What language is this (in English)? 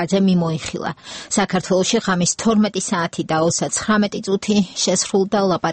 Georgian